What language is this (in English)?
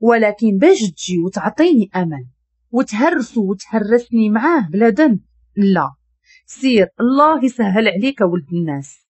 Moroccan Arabic